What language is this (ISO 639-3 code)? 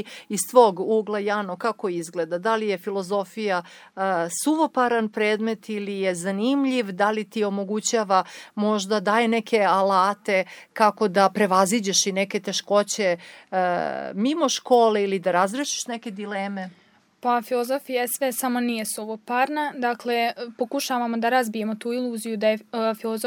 srp